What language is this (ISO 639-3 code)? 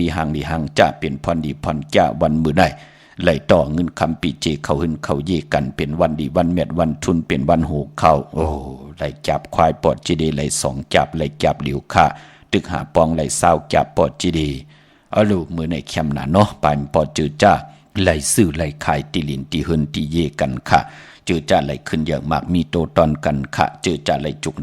shn